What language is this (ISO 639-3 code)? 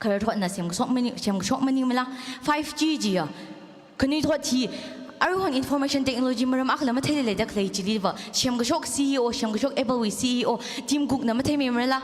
nmf